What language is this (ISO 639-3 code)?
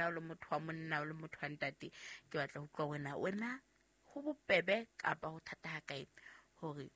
sot